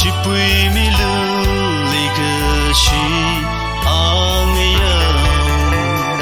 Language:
Tangkhul Naga (India)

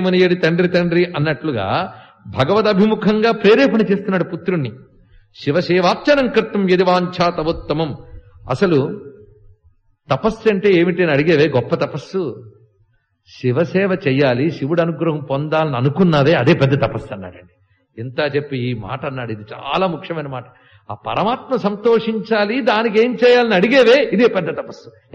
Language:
Telugu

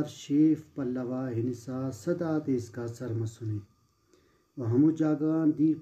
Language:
Brahui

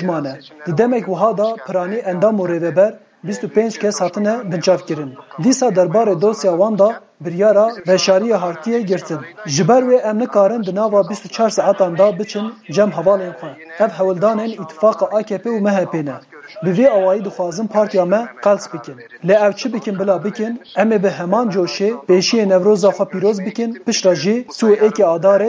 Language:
Kurdish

